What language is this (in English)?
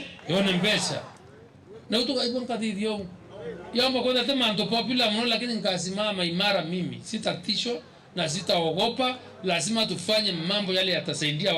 Meru